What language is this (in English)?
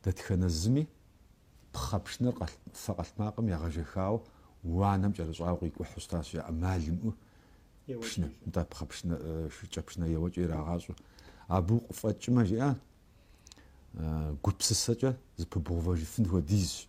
Kabardian